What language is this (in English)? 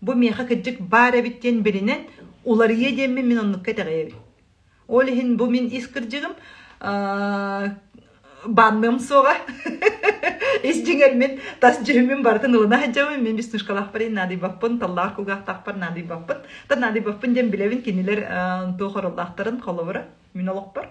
Yakut